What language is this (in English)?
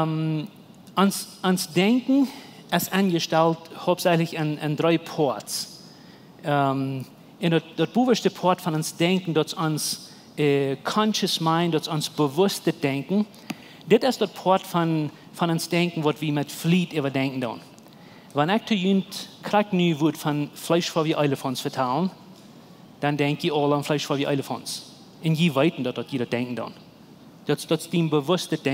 Plautdietsch